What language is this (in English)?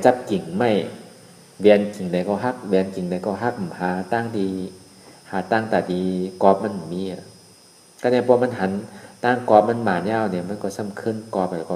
Shan